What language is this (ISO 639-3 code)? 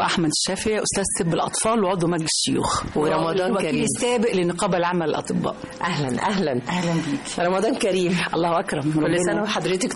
arz